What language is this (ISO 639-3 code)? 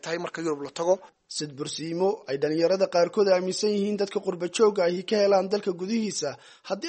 som